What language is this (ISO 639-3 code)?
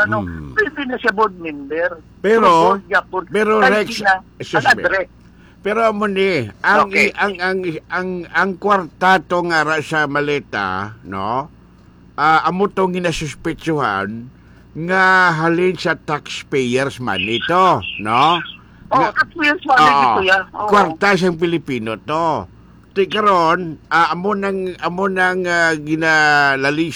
hil